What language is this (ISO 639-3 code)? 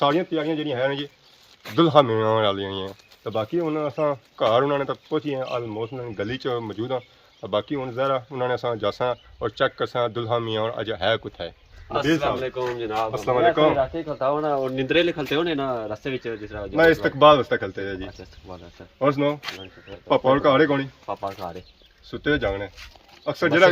phr